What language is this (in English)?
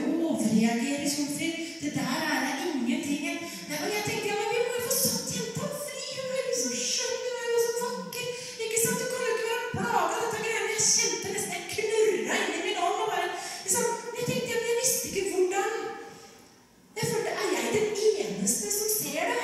Norwegian